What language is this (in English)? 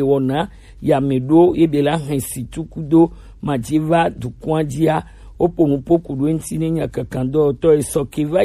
Gen